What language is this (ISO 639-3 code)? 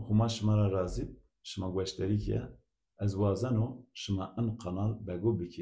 zza